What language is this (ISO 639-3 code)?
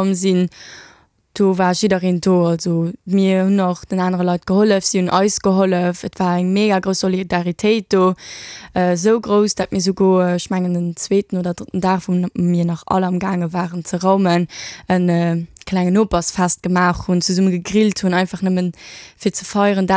ltz